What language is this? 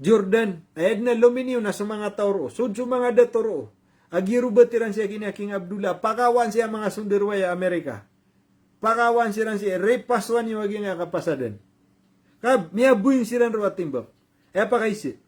Maranao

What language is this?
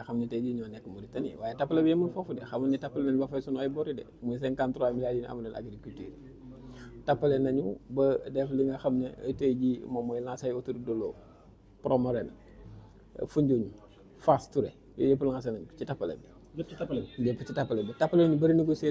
Wolof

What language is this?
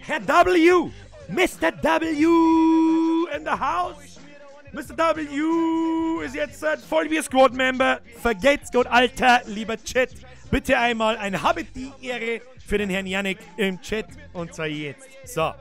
Bavarian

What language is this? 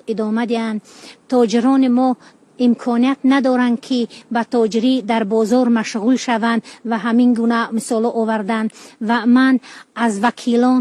Tajik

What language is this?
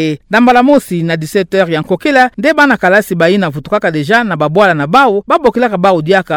Kituba (Democratic Republic of Congo)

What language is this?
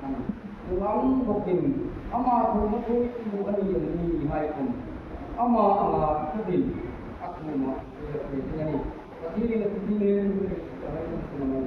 Hmar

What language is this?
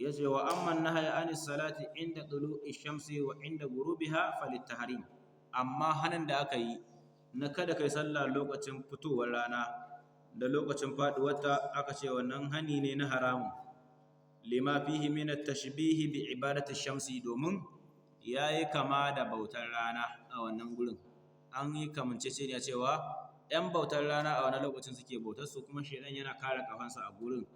Hausa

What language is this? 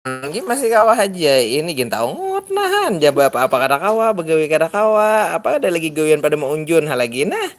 Banjar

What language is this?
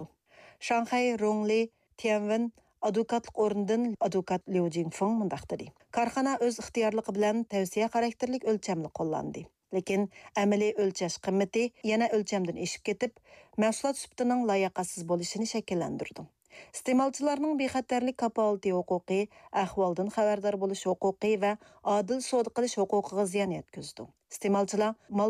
Uyghur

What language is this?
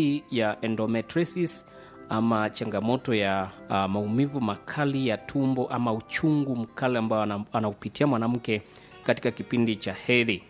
Swahili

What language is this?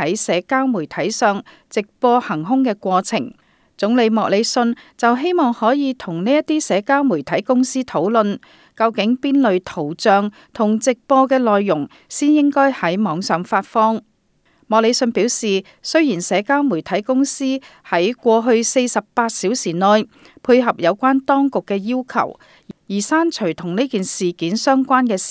Cantonese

